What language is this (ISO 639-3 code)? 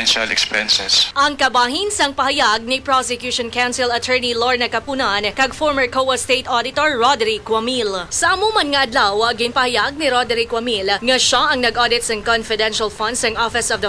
hil